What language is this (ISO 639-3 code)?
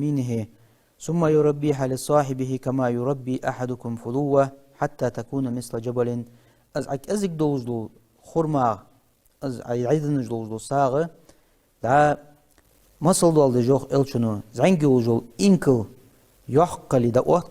inh